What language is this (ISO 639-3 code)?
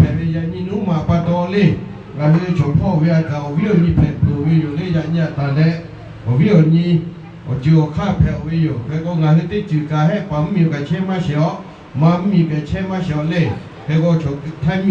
lhu